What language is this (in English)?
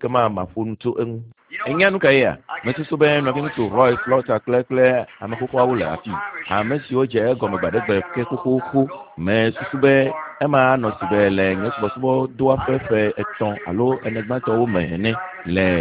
Ewe